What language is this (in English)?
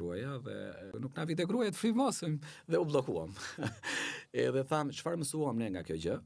Albanian